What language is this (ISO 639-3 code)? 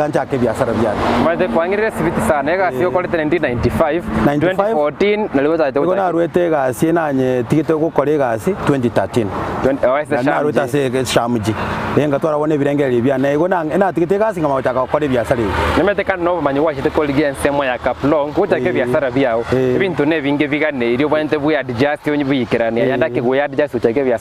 guz